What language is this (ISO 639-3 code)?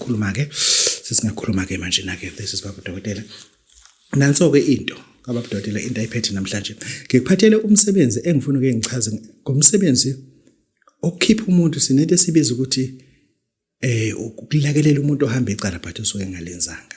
zul